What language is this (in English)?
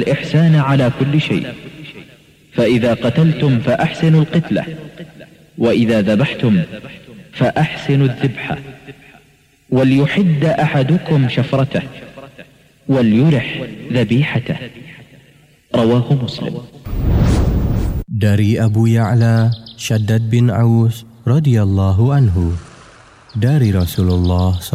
Indonesian